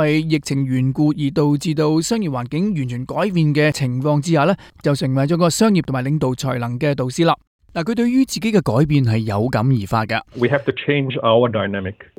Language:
Cantonese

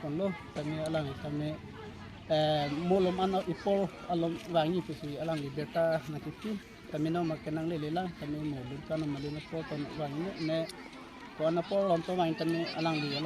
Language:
Karbi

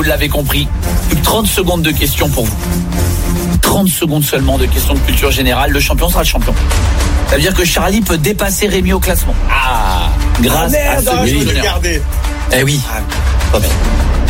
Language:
French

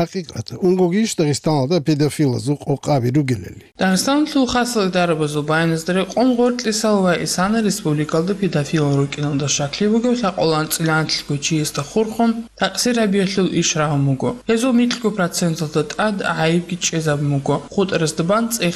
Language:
Avaric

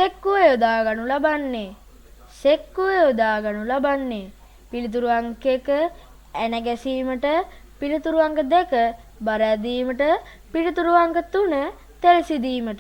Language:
Sinhala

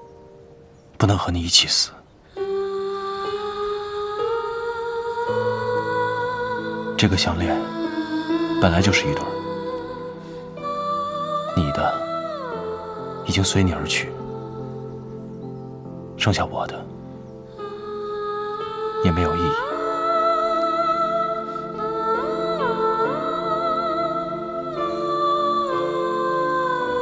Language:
Chinese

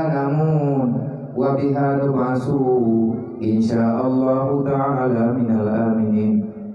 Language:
Achinese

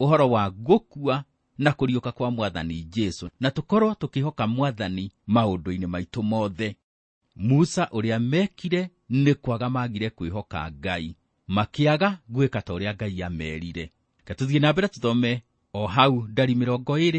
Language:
Kikuyu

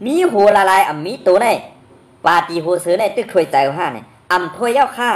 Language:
Shan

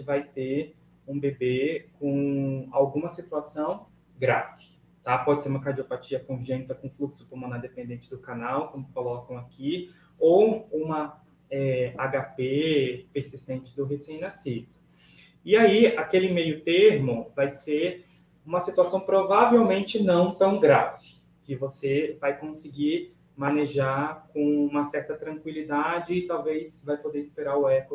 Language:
Portuguese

